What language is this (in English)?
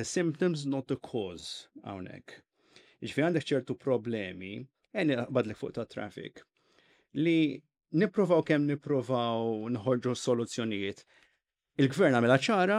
Maltese